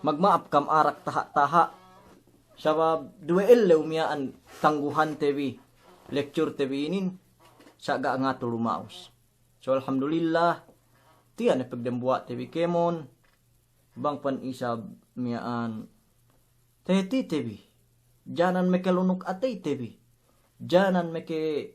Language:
Yakan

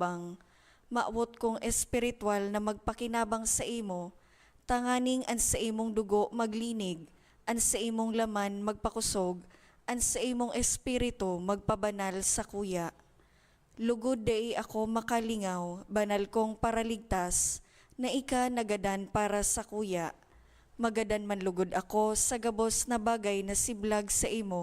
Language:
Bikol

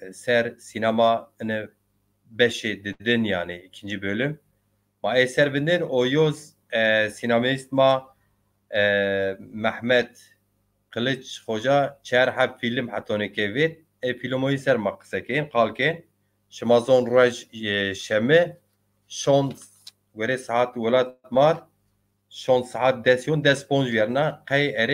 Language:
Zaza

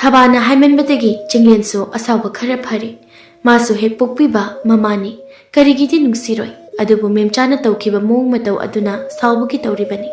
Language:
Manipuri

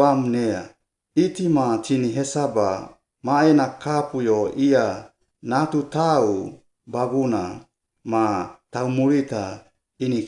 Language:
Suau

